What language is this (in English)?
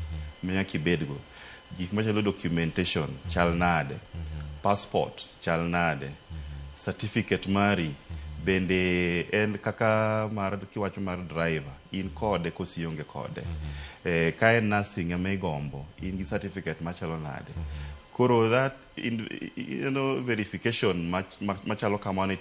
Luo (Kenya and Tanzania)